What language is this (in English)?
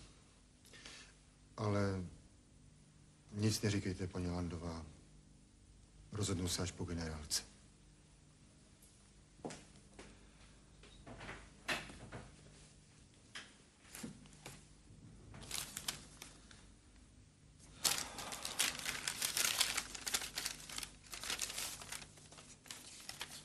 Czech